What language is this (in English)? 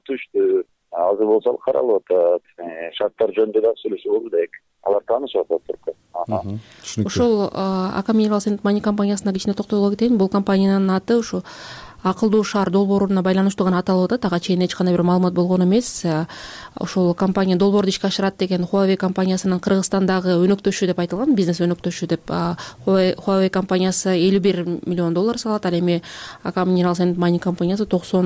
Kyrgyz